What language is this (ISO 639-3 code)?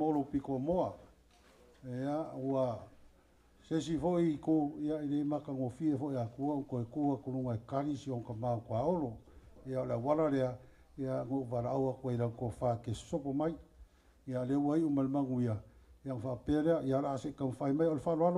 smo